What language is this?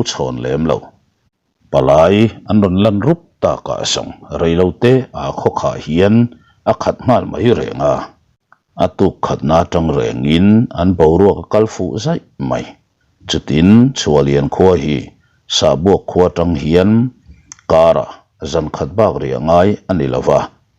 Mizo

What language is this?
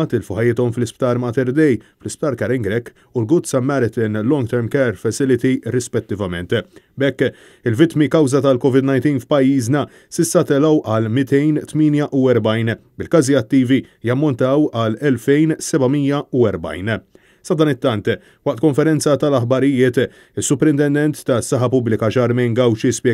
Maltese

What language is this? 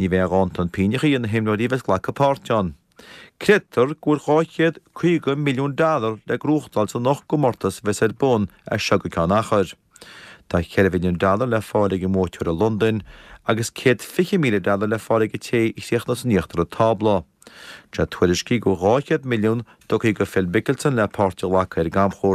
Irish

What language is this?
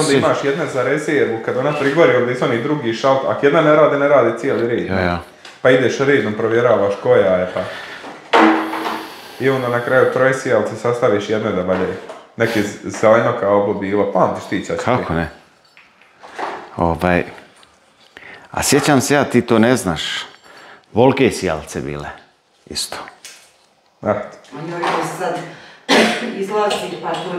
Croatian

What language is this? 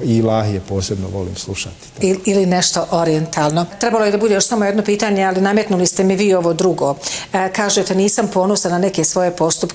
Bosnian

